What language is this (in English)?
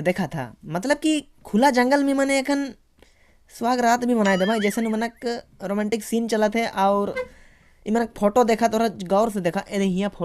Sadri